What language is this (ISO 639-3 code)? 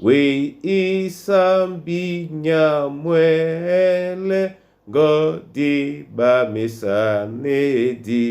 dua